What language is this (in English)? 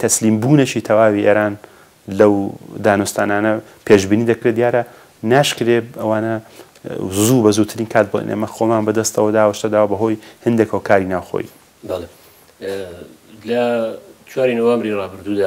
Central Kurdish